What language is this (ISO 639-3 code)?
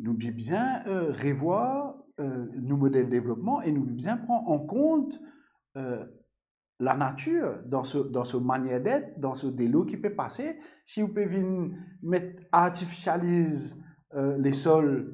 mfe